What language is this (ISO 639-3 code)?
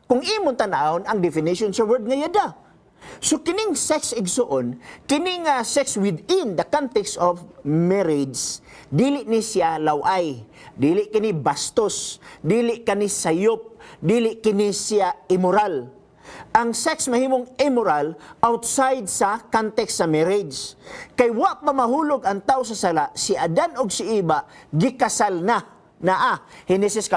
ceb